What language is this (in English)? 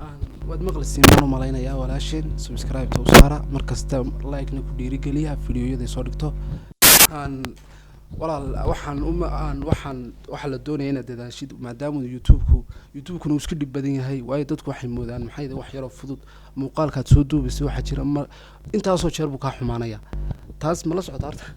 Somali